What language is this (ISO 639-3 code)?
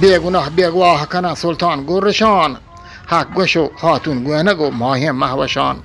bgp